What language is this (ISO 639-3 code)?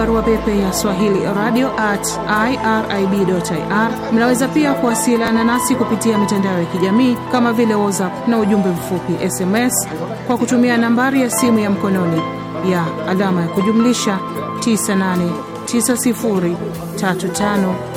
swa